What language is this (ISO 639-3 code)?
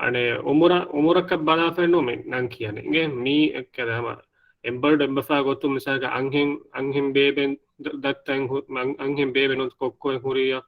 div